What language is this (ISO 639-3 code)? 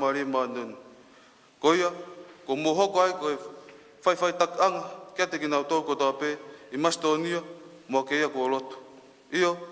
ton